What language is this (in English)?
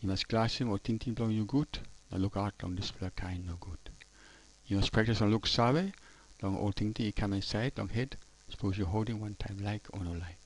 Tok Pisin